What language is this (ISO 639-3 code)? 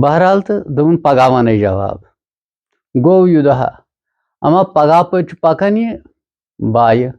kas